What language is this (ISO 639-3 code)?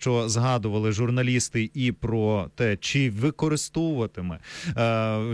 ukr